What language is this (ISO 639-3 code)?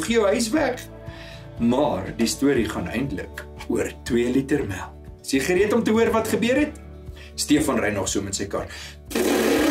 afr